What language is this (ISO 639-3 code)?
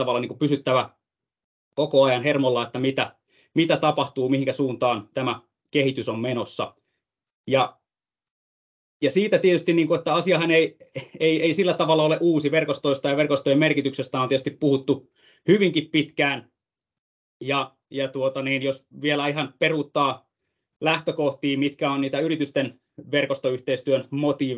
fin